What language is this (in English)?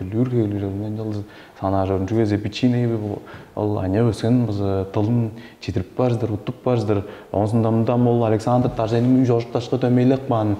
Tuvinian